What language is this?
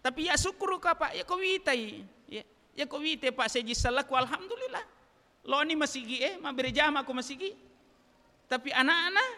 Buginese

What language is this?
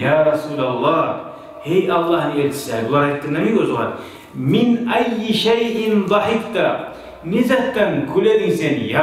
Kumyk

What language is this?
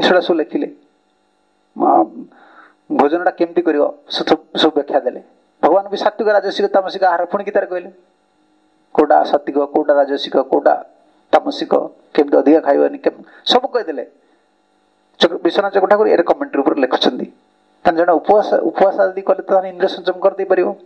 Odia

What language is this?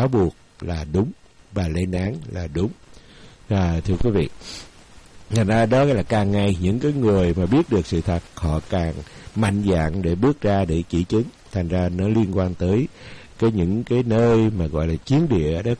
Vietnamese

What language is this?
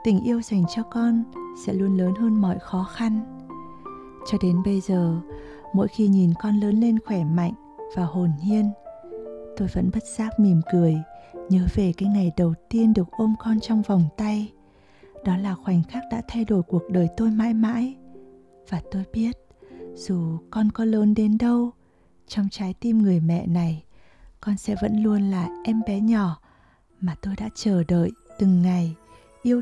Vietnamese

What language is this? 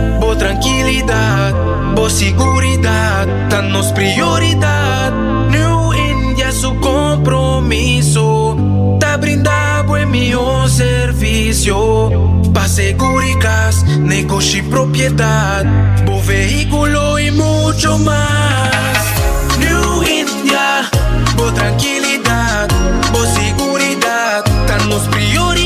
Papiamento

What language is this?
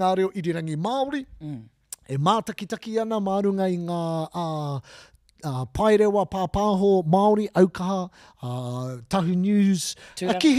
Māori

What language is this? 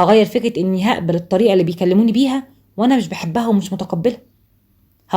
Egyptian Arabic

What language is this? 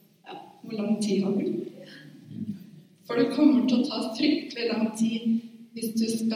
Norwegian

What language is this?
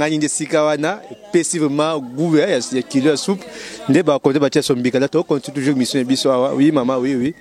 Lingala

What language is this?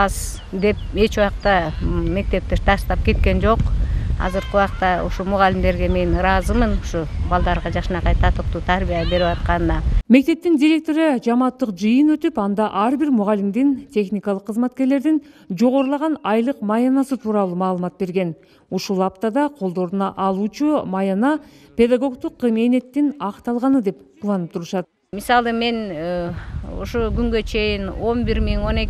Kyrgyz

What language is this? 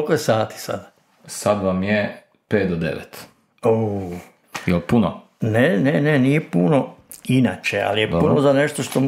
Croatian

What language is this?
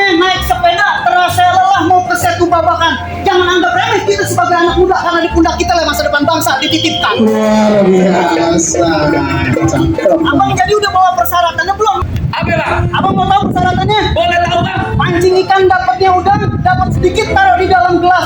Betawi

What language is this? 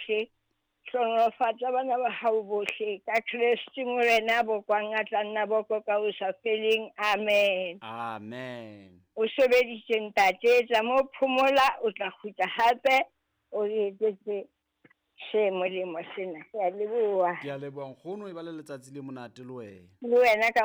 Southern Sotho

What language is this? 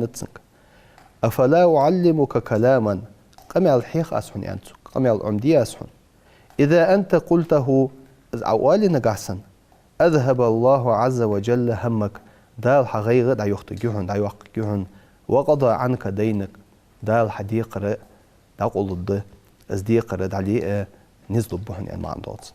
Ingush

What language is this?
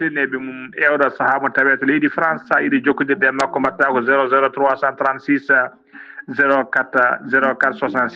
Fula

